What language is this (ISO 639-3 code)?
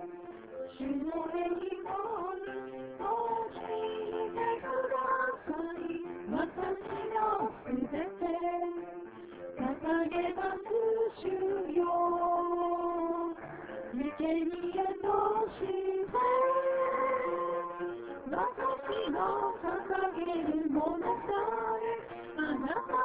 jpn